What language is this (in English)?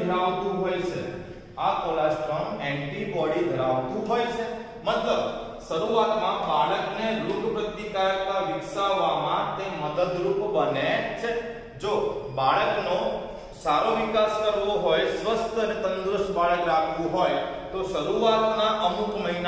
Gujarati